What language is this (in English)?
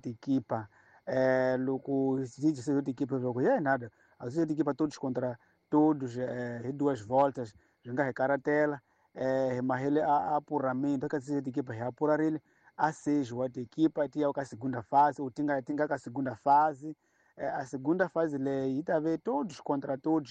Tsonga